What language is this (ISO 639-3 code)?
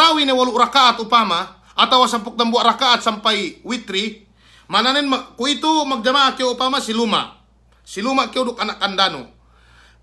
yka